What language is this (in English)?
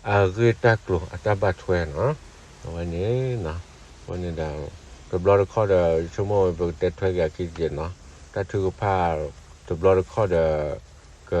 S'gaw Karen